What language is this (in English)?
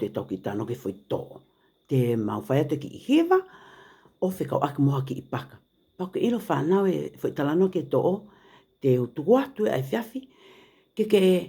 Tongan